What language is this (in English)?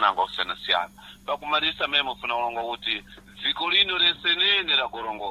Sena